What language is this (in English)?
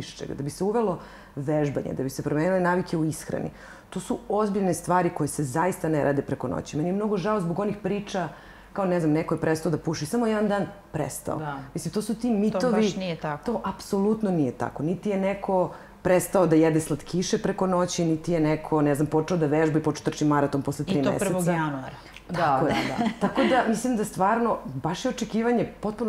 Serbian